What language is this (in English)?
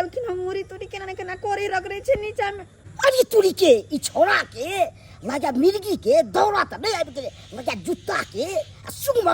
Maithili